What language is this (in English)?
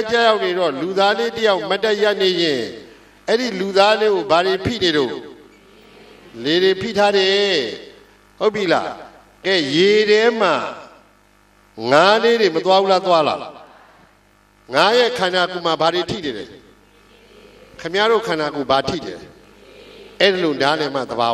Burmese